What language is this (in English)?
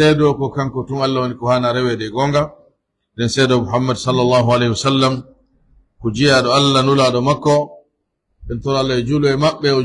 Pular